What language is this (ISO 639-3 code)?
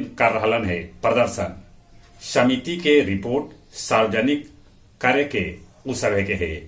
mag